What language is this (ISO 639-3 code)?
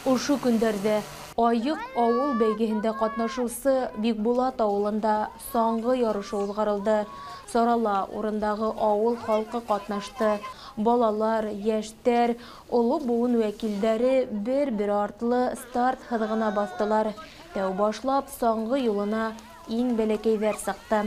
bak